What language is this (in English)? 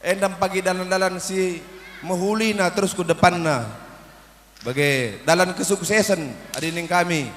Batak Karo